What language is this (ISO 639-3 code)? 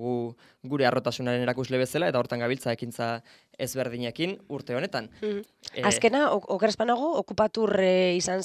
eus